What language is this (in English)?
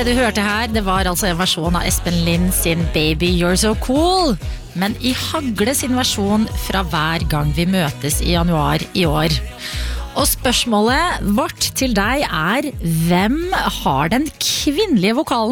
Norwegian